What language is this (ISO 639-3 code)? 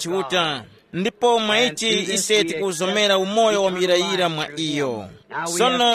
tum